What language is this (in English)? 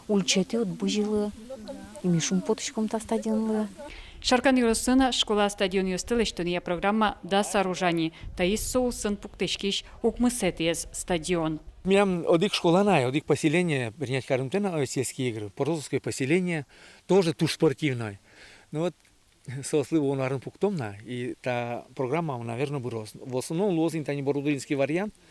Udmurt